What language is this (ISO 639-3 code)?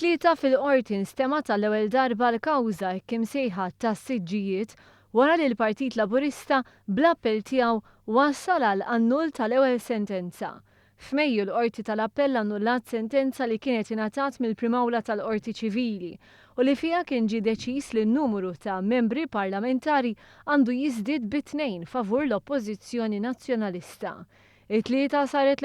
mlt